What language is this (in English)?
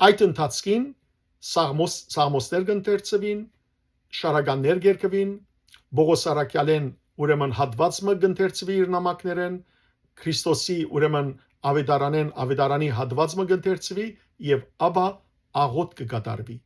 Western Armenian